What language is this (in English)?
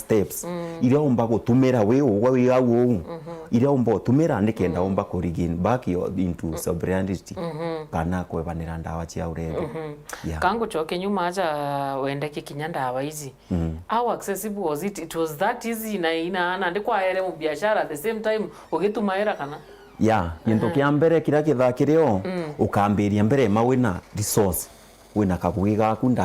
Meru